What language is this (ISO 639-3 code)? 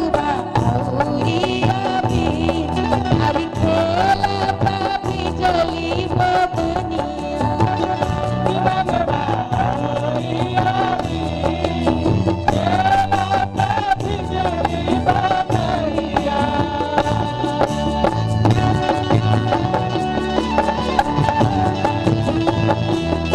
bho